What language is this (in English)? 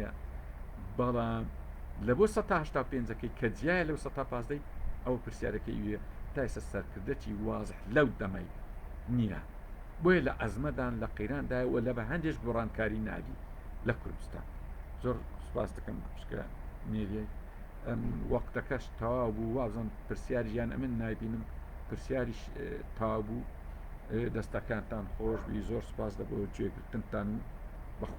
Central Kurdish